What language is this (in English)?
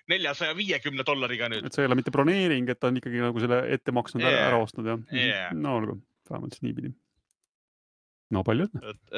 Estonian